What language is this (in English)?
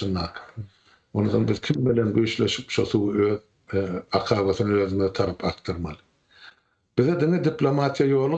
Turkmen